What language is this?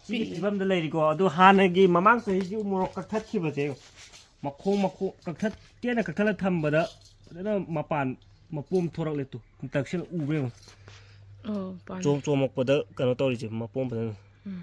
Manipuri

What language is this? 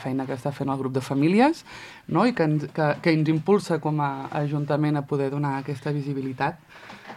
Catalan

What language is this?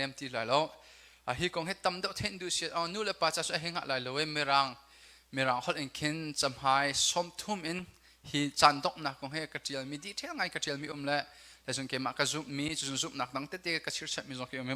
Hakha Chin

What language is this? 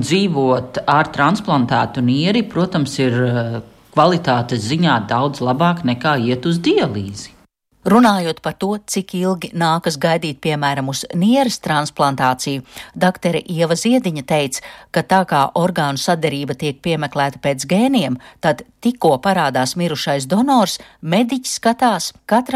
Latvian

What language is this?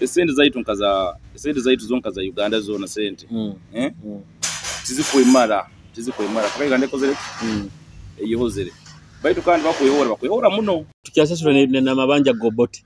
Nyoro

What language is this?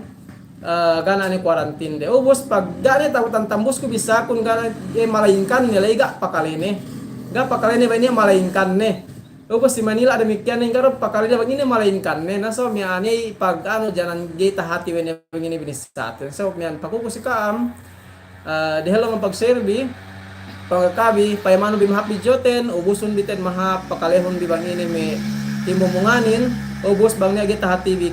Yakan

